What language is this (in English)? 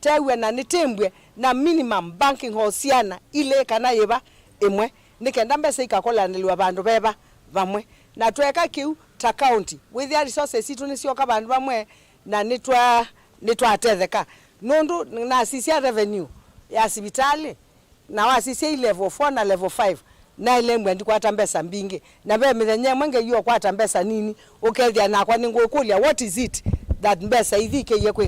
Kamba